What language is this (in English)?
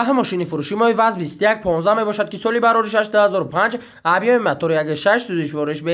Tajik